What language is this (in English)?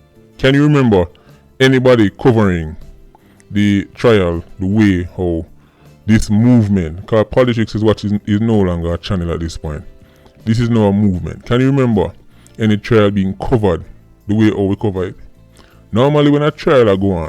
Jamaican Creole English